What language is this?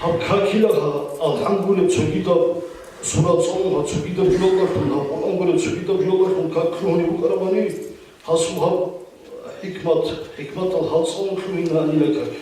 Avaric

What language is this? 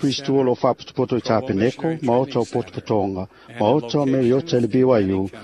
Samoan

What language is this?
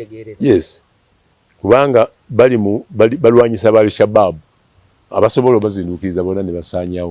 Ganda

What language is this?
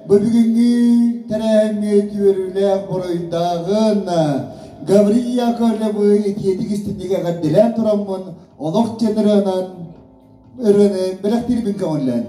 Yakut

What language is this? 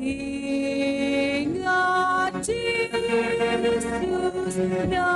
Batak Simalungun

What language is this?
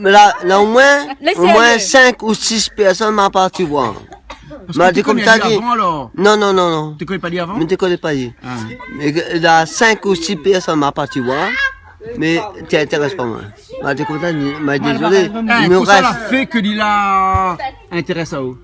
Réunion Creole French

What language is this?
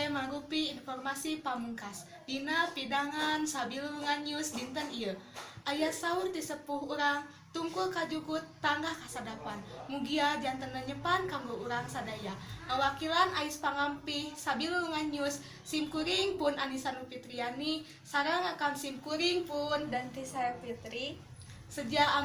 Sundanese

